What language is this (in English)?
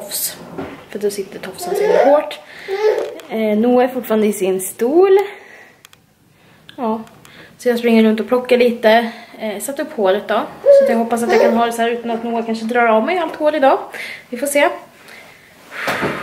Swedish